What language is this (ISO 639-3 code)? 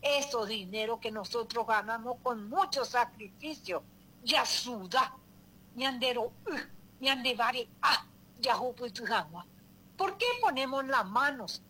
grn